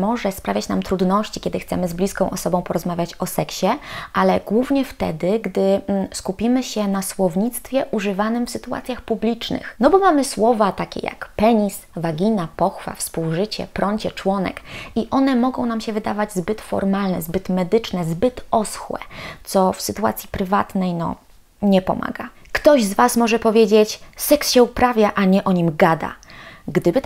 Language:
Polish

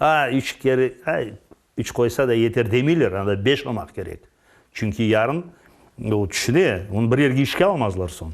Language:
Crimean Tatar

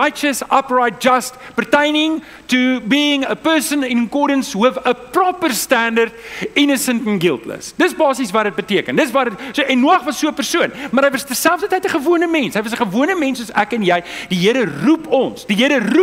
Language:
Afrikaans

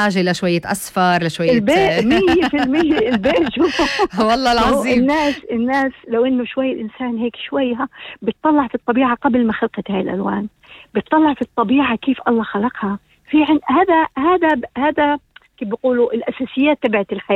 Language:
North Levantine Arabic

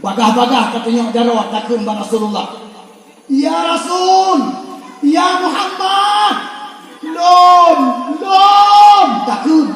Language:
Achinese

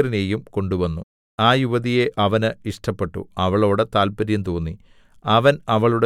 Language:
Malayalam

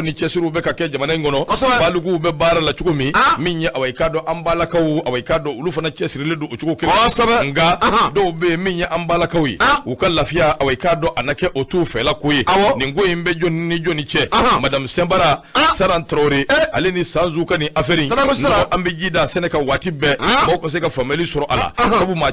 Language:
Bambara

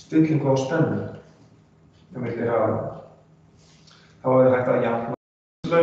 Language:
Icelandic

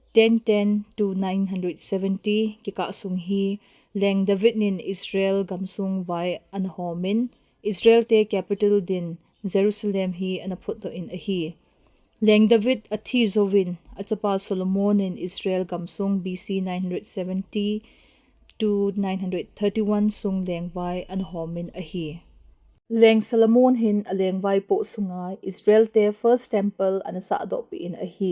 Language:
Thado Chin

